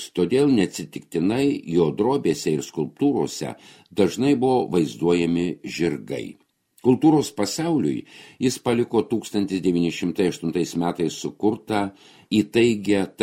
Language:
Lithuanian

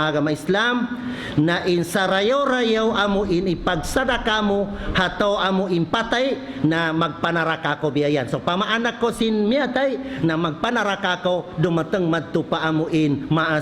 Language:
Tausug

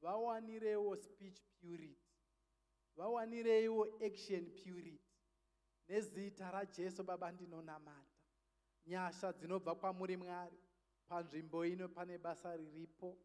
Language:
Shona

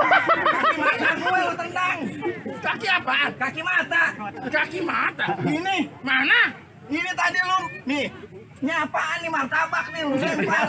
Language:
Betawi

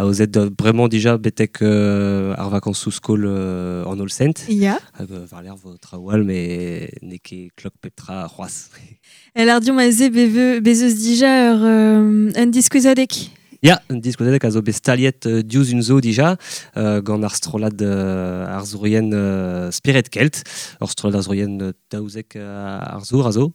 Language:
Breton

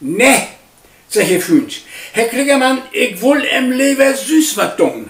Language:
Low German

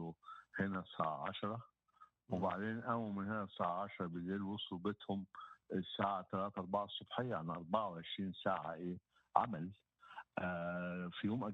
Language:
Egyptian Arabic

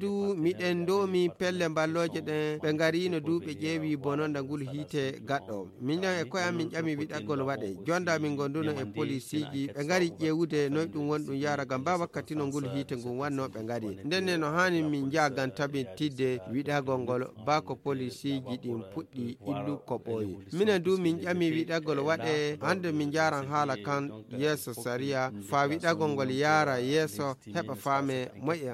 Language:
Nigerian Fulfulde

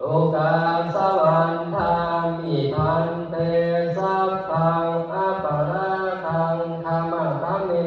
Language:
Pali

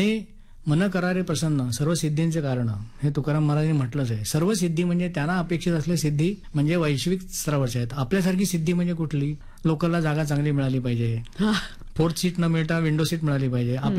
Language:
Marathi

